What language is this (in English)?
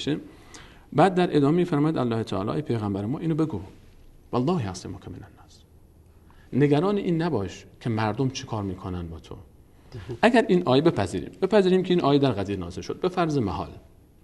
Persian